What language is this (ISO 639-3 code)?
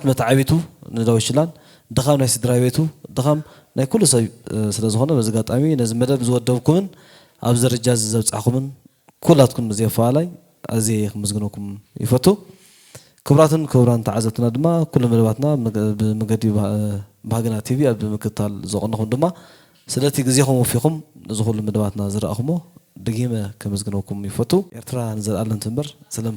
tir